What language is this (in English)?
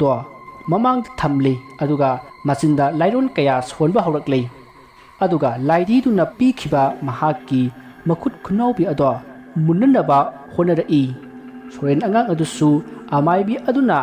Manipuri